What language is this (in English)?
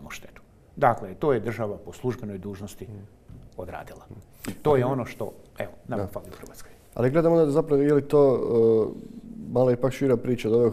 Croatian